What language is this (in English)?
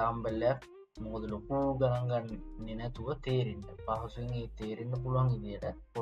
Sinhala